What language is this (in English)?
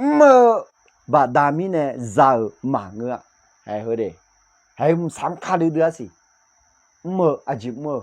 Akha